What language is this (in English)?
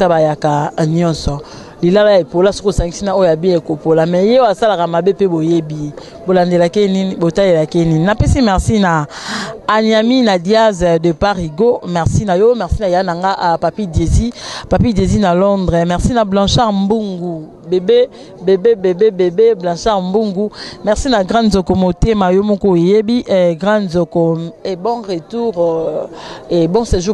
Lingala